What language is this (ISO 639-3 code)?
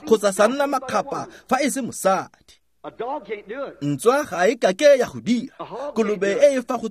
tsn